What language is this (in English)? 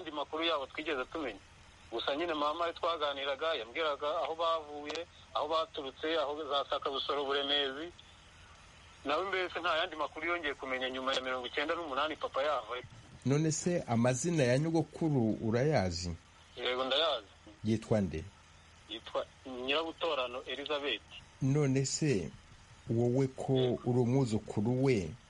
Kinyarwanda